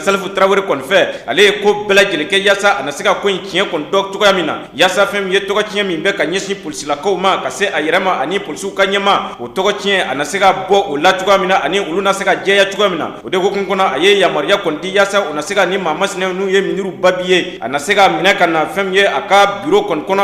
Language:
Bambara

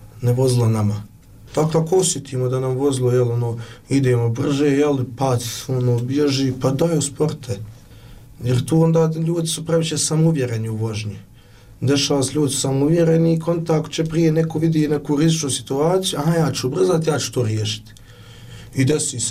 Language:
Bosnian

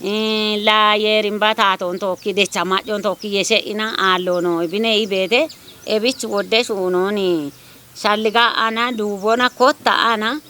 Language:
Kafa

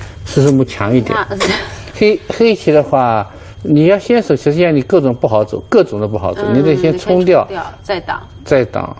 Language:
Chinese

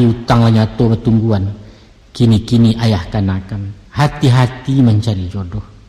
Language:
Minangkabau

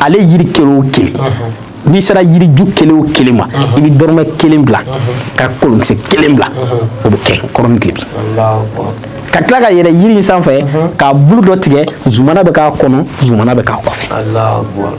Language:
Bambara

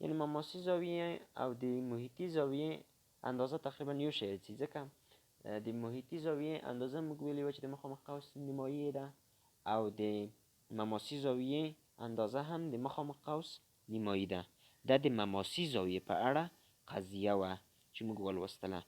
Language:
Pashto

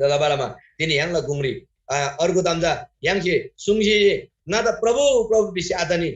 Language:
Eastern Tamang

